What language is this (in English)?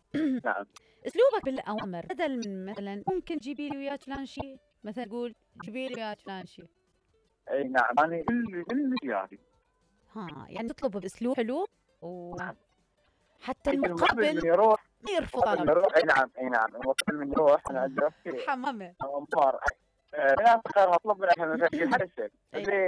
Mesopotamian Arabic